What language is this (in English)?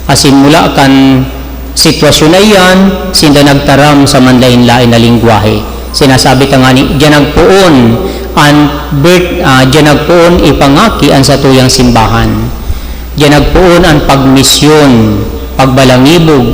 Bikol